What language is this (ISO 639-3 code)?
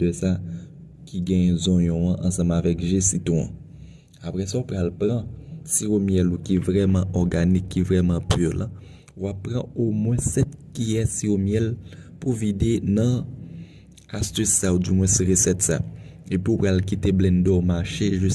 hat